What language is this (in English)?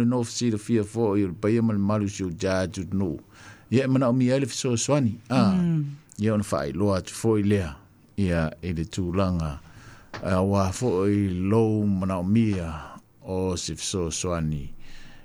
Samoan